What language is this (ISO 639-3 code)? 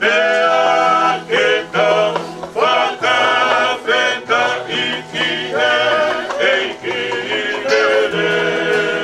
ton